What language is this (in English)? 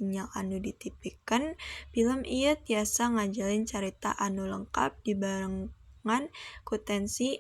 Sundanese